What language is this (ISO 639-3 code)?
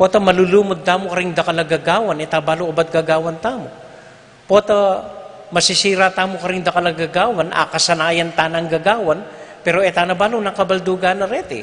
pam